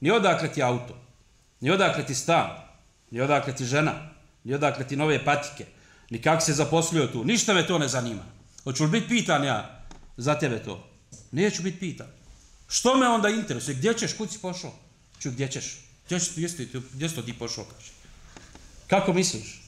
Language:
Bosnian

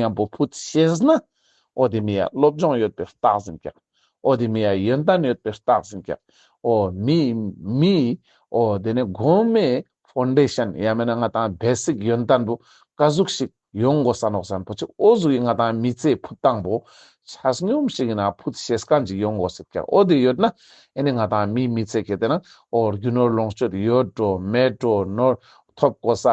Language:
Ladakhi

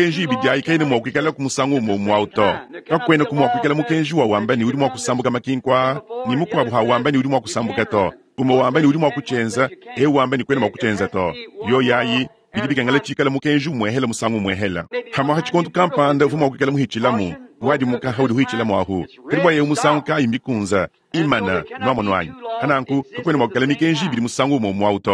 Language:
Luba-Lulua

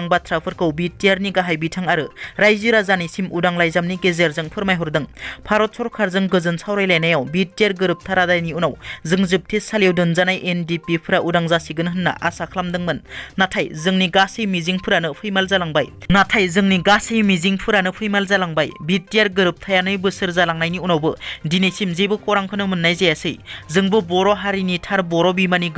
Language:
Bodo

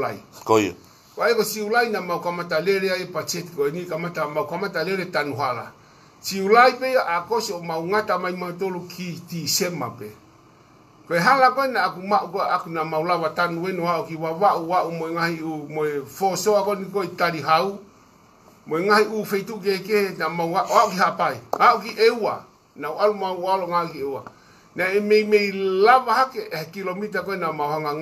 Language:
Tongan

